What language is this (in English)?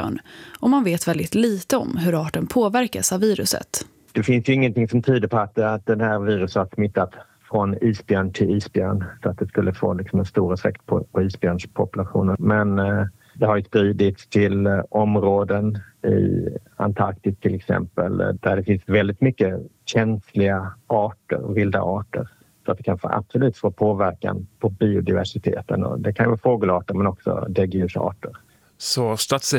Swedish